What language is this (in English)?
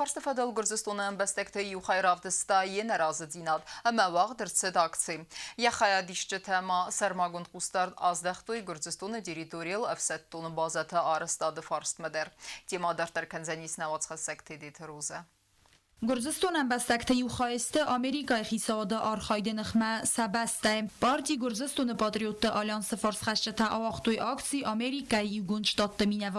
Ossetic